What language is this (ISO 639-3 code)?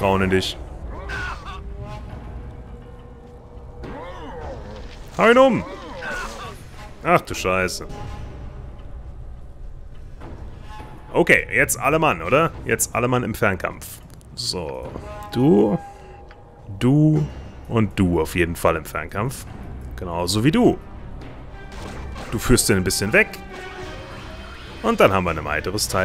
deu